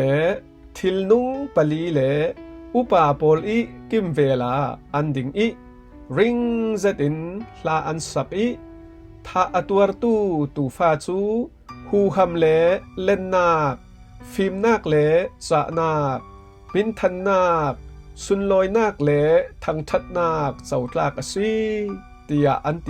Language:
Falam Chin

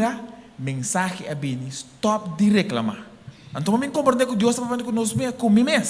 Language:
Papiamento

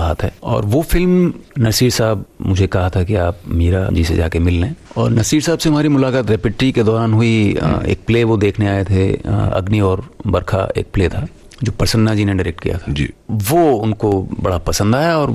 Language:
Hindi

